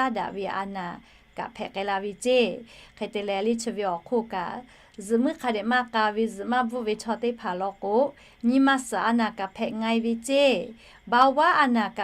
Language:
Lahu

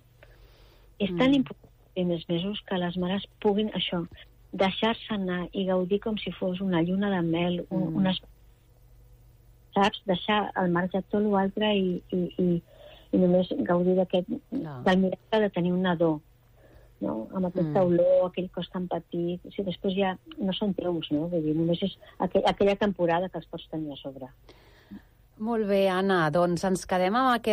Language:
Catalan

